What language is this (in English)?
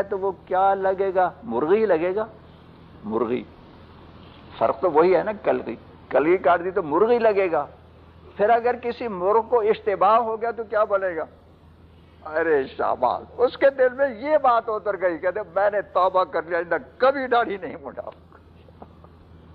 Urdu